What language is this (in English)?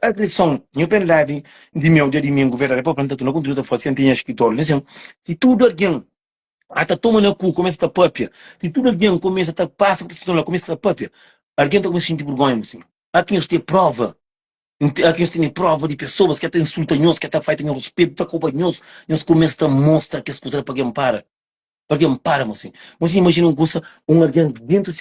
Kabuverdianu